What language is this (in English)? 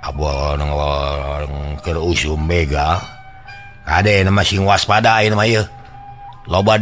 Sundanese